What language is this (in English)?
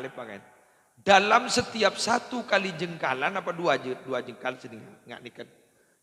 Madurese